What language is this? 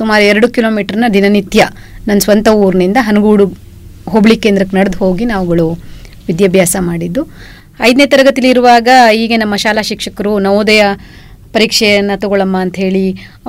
Kannada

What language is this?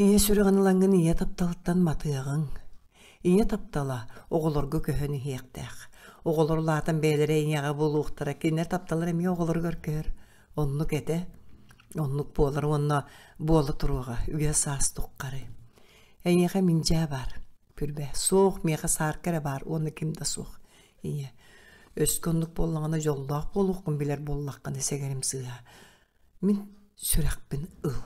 Yakut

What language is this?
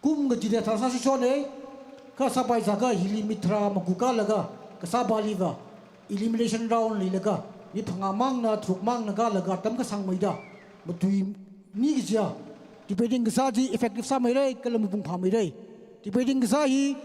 Tangkhul Naga (India)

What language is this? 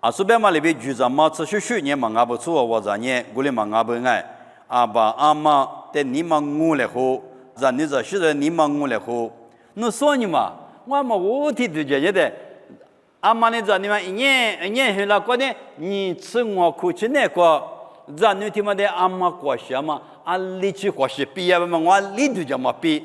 Lisu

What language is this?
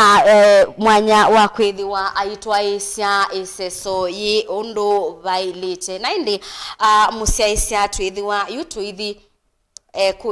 Kamba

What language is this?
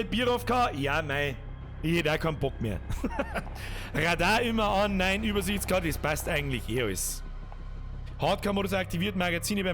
Bavarian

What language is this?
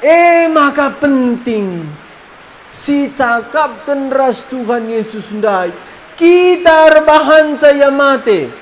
Batak Karo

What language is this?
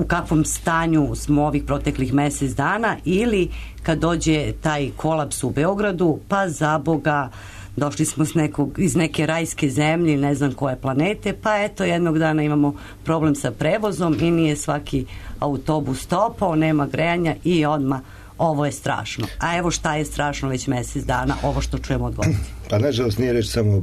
Serbian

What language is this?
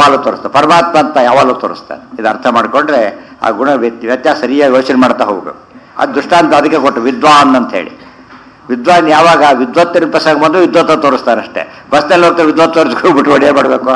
Kannada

